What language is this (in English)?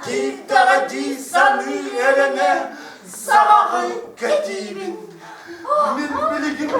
Yakut